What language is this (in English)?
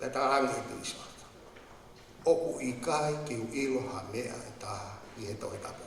Tongan